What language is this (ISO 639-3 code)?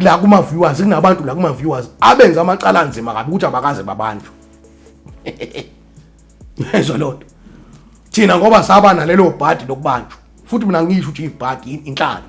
zul